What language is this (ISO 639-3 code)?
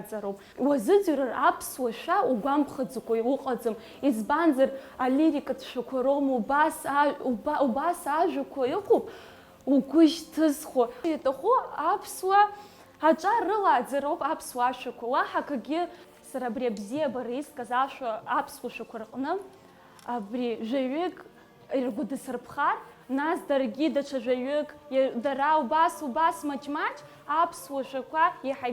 abk